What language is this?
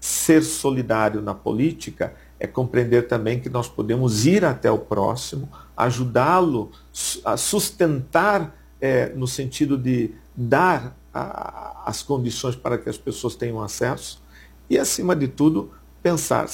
Portuguese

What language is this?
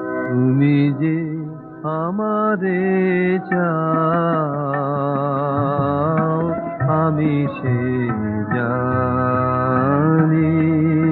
Bangla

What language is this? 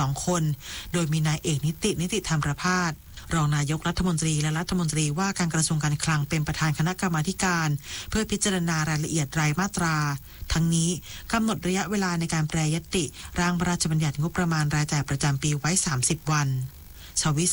Thai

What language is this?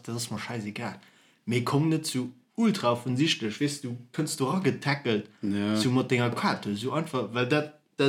Luxembourgish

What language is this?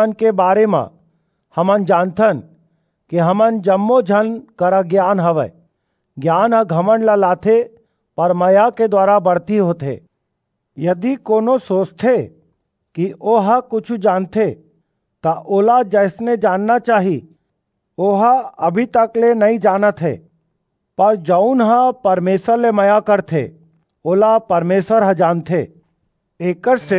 Chhattisgarhi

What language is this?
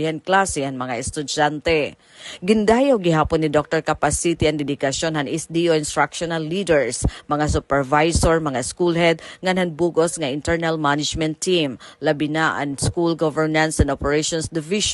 Waray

